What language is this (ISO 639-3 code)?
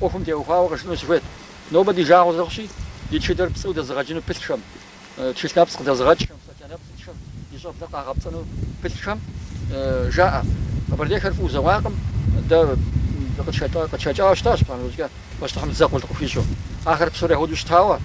kbd